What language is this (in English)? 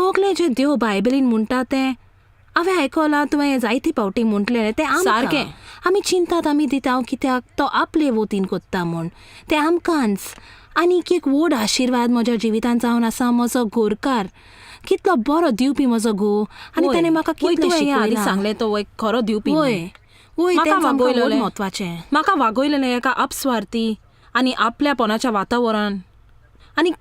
Konkani